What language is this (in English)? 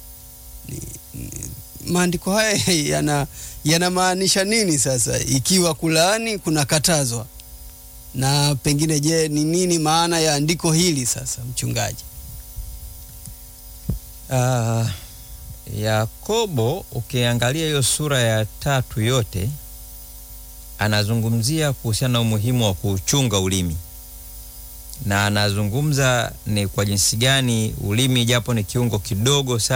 Swahili